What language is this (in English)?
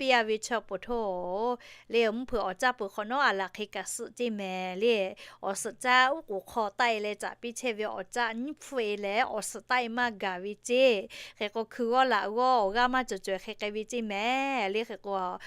Lahu